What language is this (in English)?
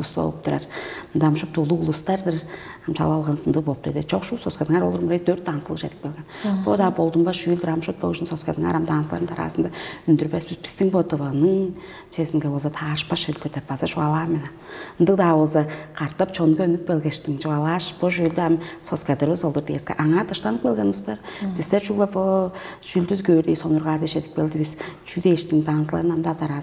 Tuvinian